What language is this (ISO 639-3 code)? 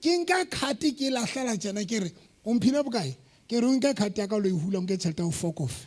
sot